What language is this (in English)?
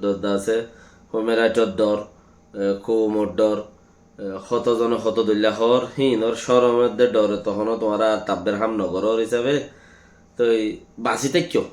Rohingya